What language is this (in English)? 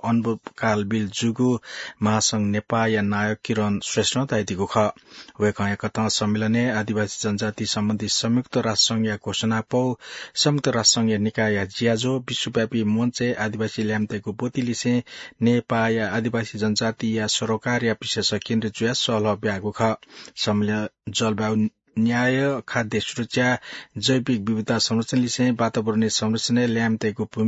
Newari